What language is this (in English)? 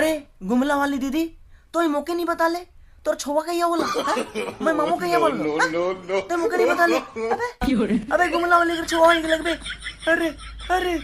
Sadri